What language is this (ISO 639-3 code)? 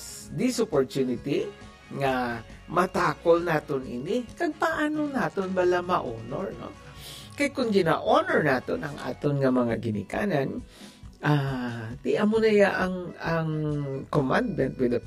hil